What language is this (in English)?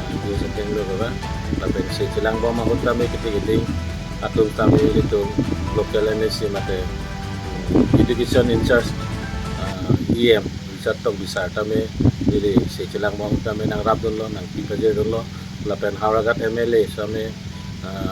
Karbi